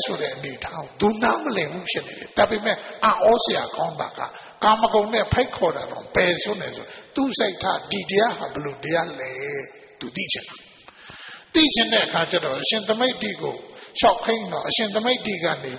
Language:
Burmese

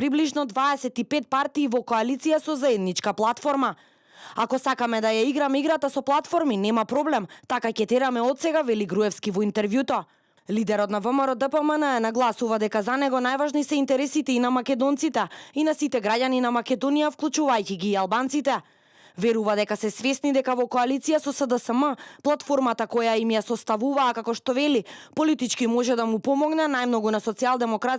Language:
Macedonian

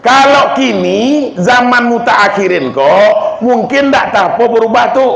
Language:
Minangkabau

